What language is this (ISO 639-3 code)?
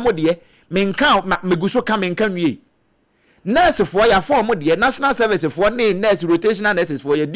aka